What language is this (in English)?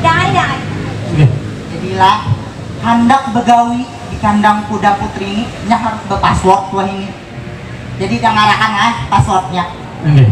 Banjar